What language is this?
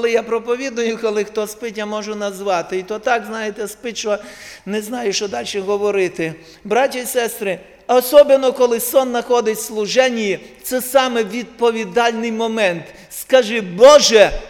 Ukrainian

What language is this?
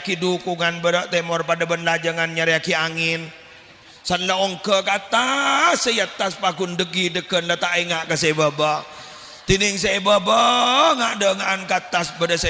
Madurese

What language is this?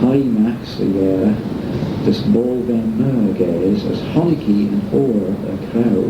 Manx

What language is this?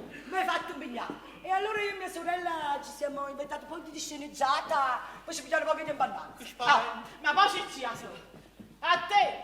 Neapolitan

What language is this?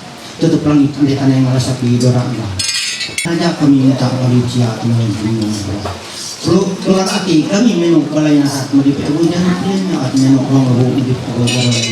Ma'anyan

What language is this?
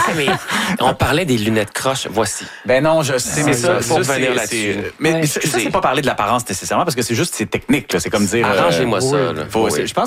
French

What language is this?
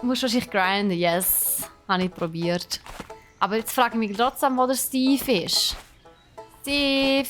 Swiss German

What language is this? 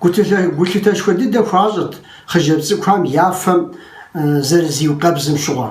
Kabardian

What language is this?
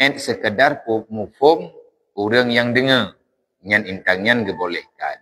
Achinese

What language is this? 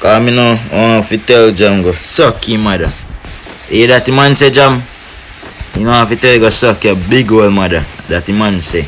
Jamaican Creole English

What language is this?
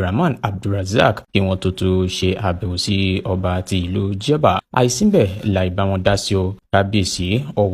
Yoruba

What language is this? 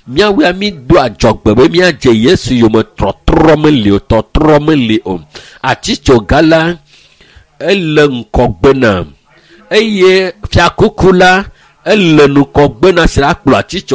Ewe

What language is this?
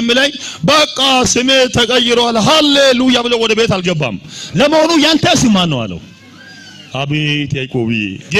Amharic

